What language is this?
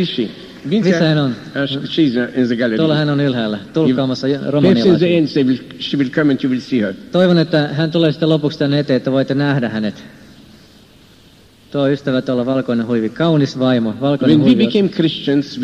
Finnish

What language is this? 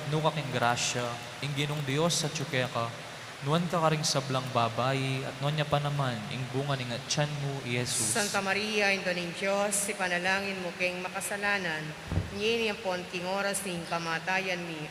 Pampanga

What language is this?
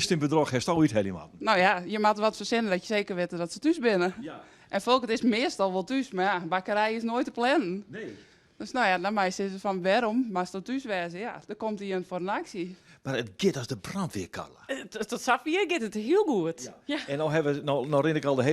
Western Frisian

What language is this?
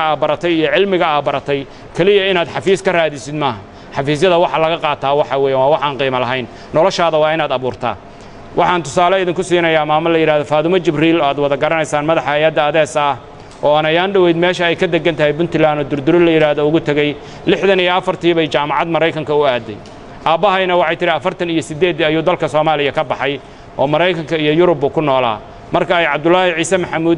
Somali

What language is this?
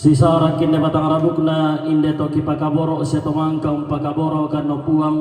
Toraja-Sa'dan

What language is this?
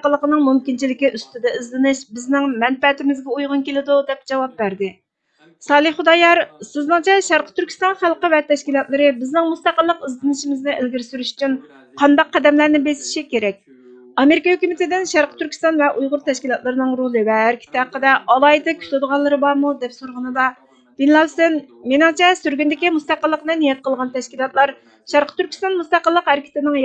Uyghur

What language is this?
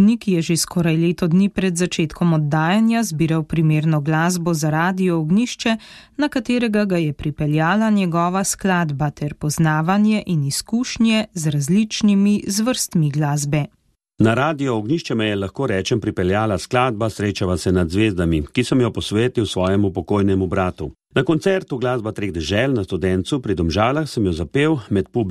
Slovenian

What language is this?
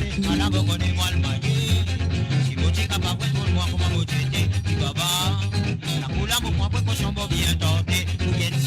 Morisyen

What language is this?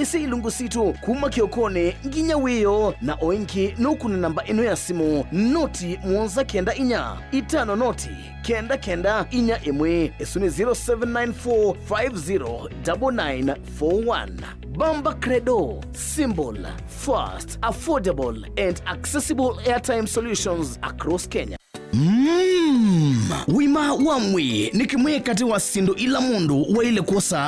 Kamba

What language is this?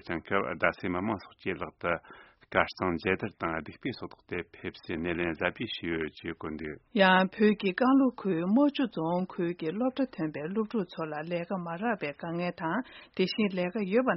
Tibetan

